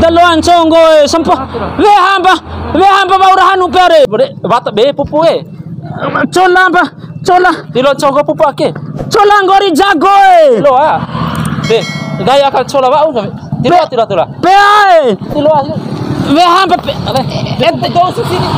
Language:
Bima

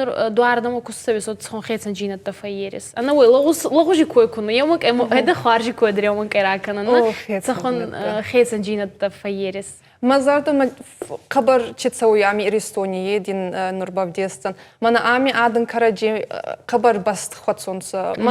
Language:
Ossetic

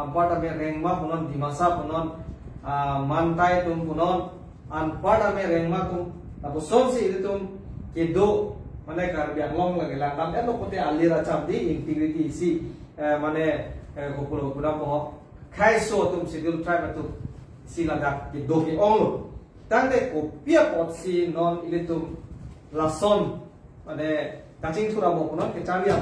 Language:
Karbi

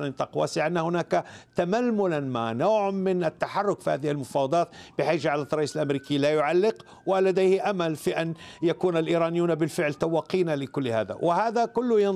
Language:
Arabic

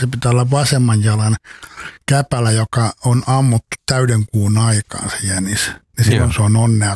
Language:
Finnish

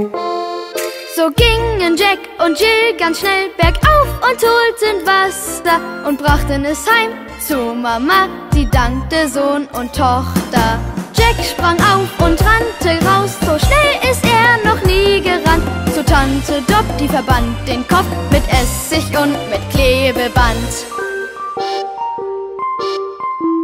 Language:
German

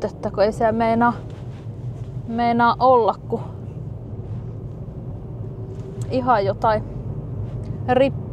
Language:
Finnish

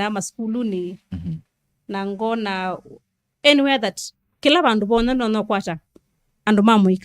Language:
Kamba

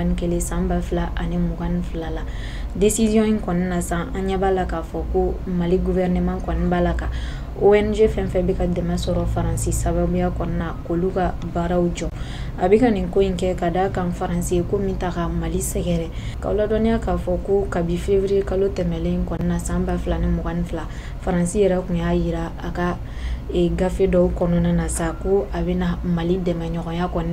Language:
Bambara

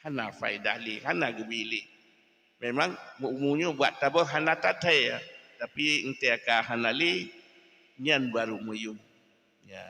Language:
Achinese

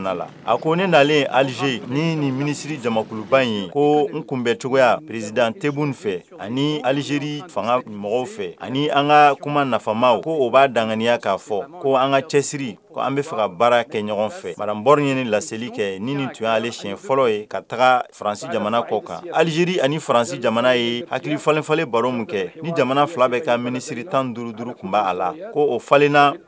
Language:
Bambara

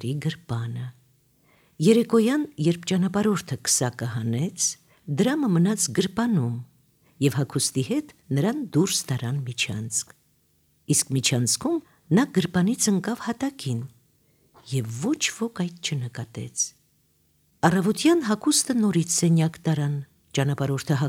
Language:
Armenian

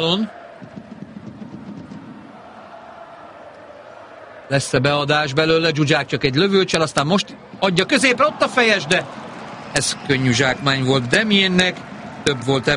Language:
Hungarian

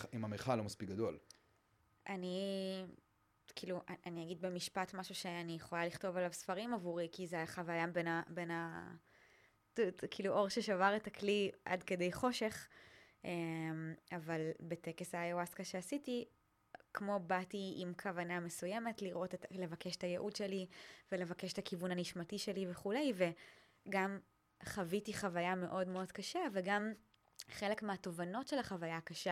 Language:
Hebrew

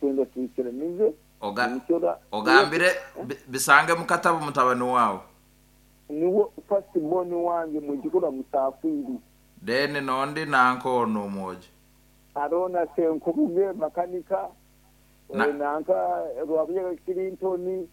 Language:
Nyankole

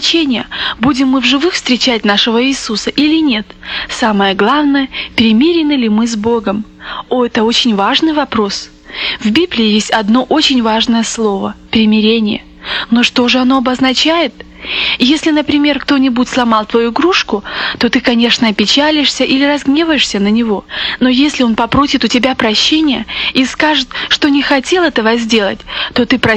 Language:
Russian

